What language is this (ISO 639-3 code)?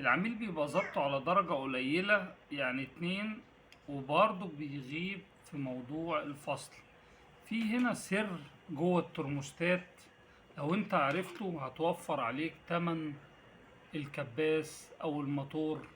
arz